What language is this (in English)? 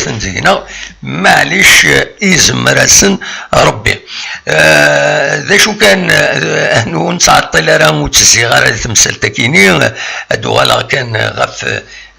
Kabyle